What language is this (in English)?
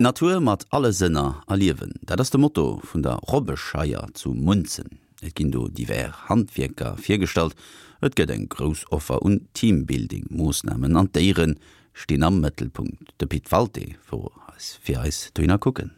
Luxembourgish